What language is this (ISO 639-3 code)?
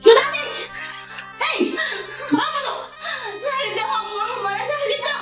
syl